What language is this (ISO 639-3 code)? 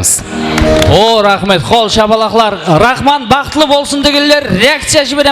kaa